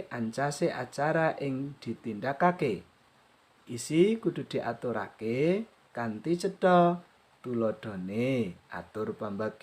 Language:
Javanese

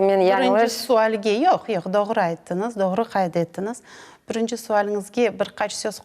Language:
Crimean Tatar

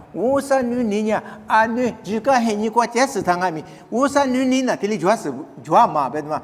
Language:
Lisu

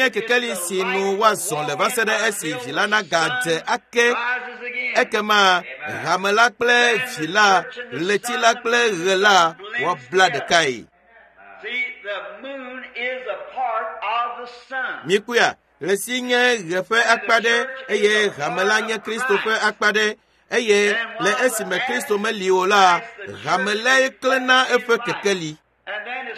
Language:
Ewe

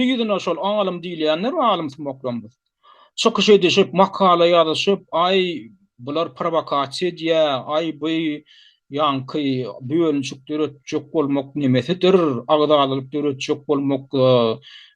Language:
Turkmen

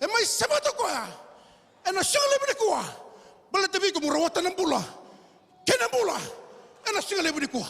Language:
Fijian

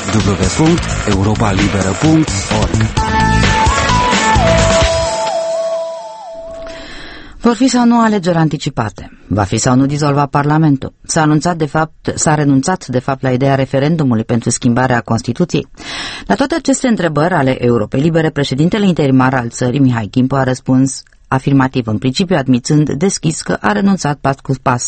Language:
Romanian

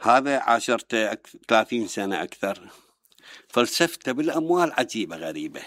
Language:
Mesopotamian Arabic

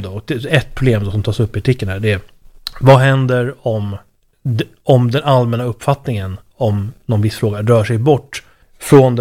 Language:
Swedish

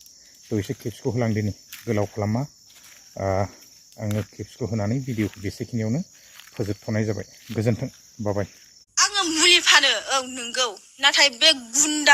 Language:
Bodo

